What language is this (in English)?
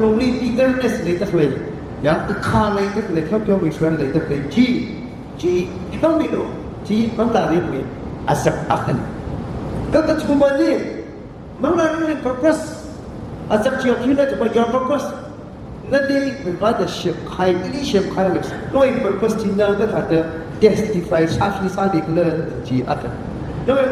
Tangkhul Naga (India)